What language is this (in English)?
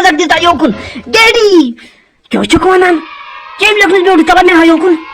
Kashmiri